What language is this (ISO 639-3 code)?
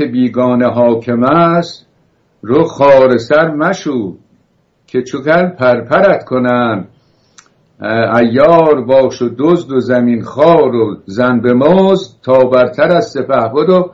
fas